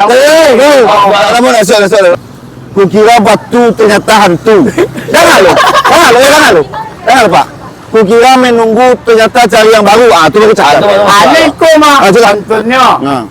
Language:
Minangkabau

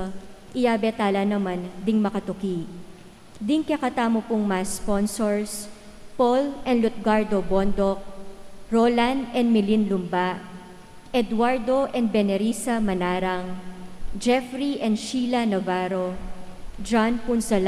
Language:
Pampanga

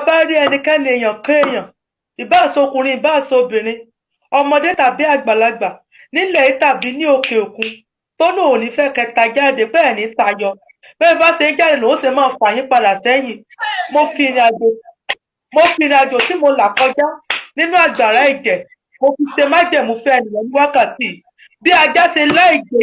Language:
Yoruba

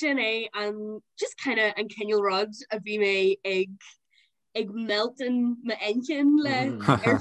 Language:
Irish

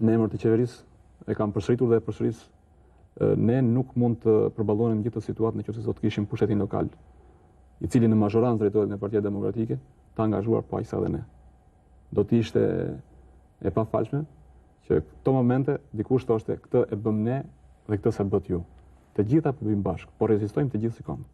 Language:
Albanian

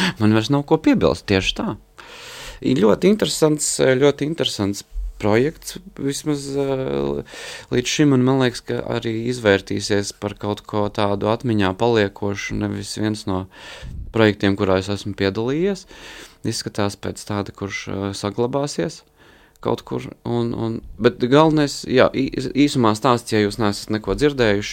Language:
Latvian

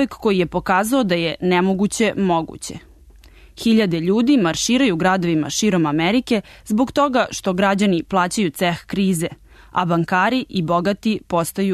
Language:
Serbian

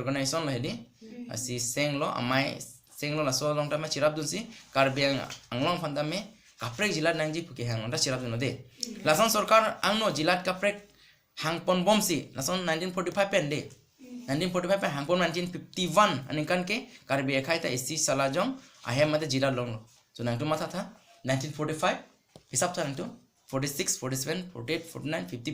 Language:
Karbi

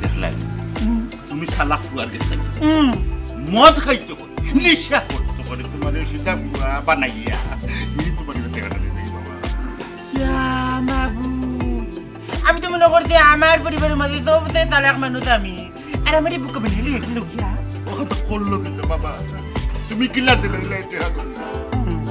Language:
Sylheti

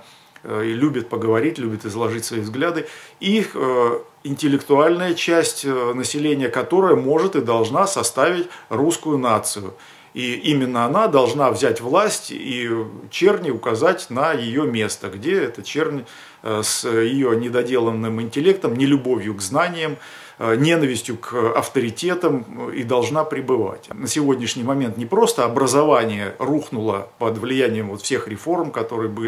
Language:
Russian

